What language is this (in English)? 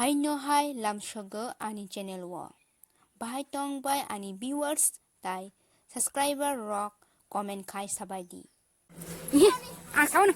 Kok Borok